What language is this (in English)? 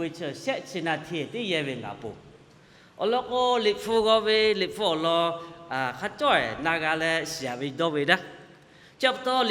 Lahu